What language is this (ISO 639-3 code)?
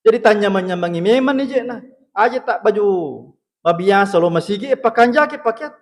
bug